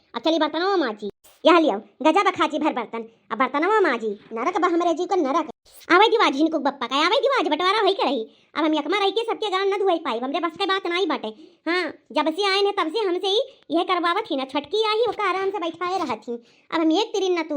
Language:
Awadhi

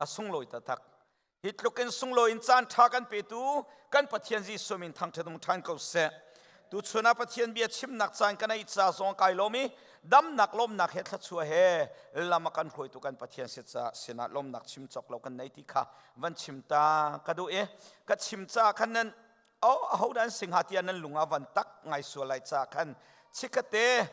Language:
Hakha Chin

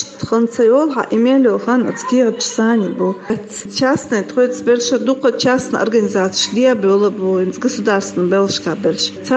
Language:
Chechen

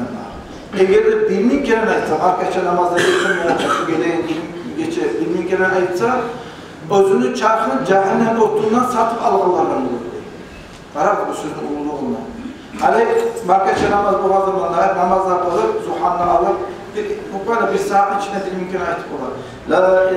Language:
Kumyk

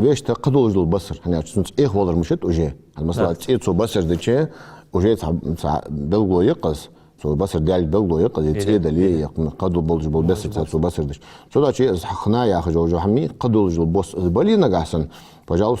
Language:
Ingush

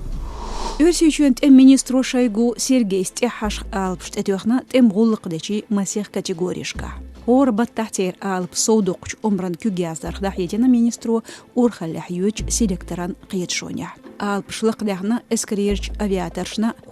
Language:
Chechen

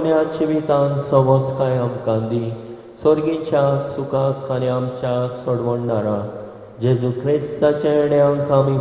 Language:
Konkani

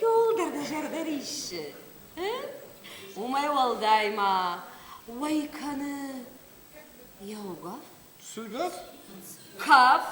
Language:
Ossetic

